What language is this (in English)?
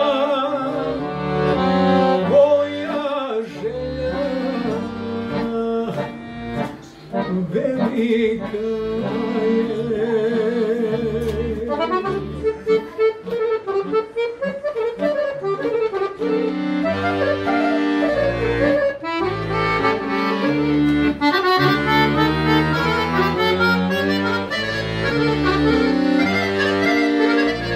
Croatian